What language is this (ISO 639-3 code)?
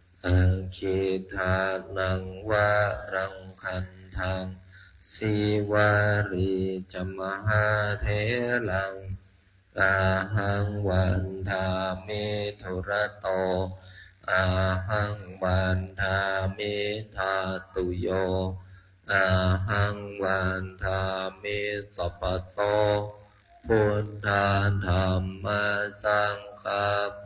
pli